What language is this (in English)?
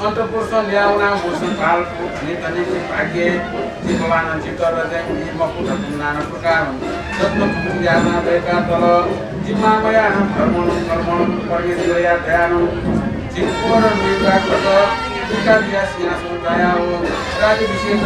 Newari